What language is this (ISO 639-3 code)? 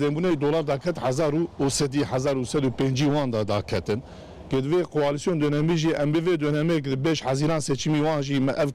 kur